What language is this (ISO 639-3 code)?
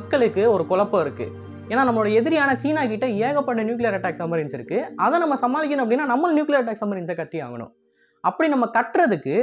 tam